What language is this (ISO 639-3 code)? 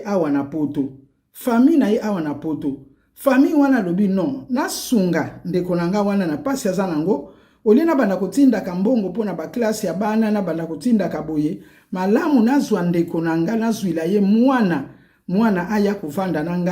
lin